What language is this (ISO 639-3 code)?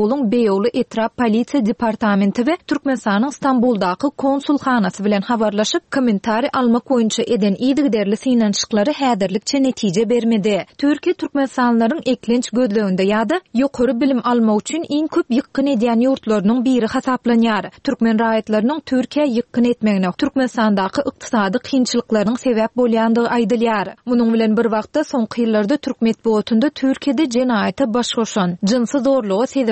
tuk